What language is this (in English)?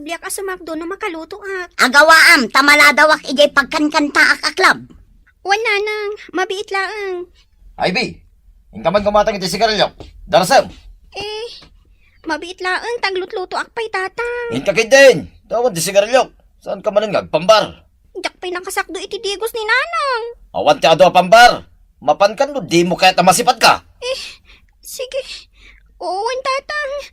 Iloko